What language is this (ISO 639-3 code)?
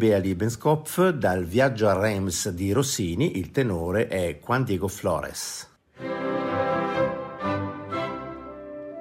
ita